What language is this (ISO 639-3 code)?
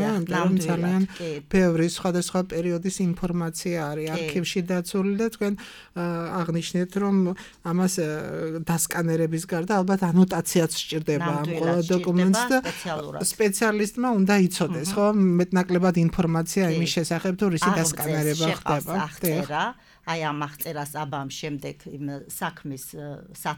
kat